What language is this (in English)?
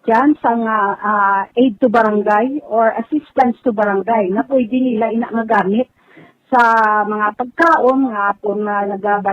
Hiligaynon